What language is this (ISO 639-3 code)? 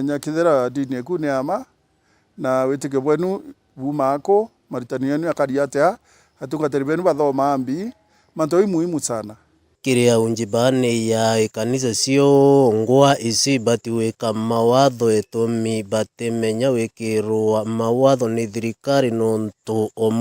mer